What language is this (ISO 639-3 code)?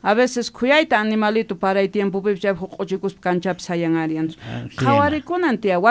quh